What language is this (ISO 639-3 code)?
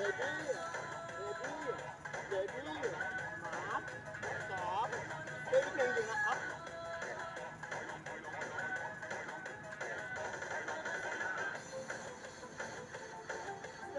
tha